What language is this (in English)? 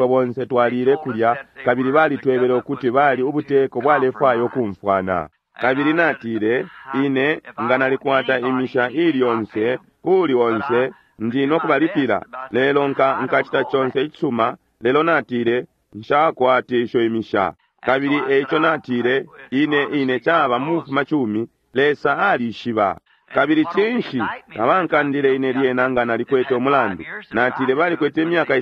Bemba